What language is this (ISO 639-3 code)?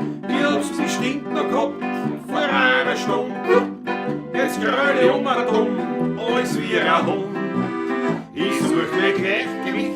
bar